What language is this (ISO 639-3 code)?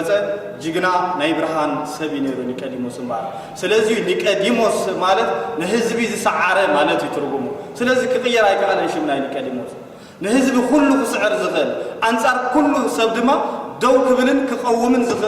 tir